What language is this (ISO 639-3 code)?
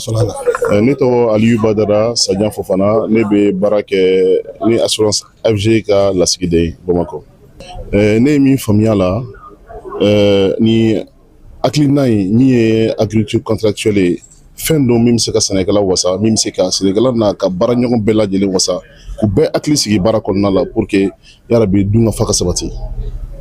bam